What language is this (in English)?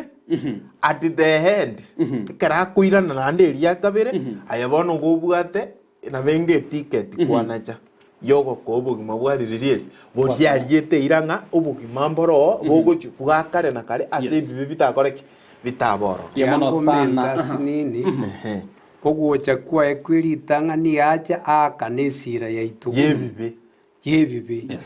Gusii